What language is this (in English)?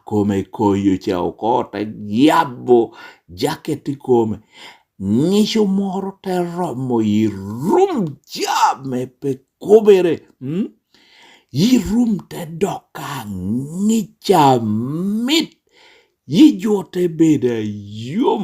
Lango (Uganda)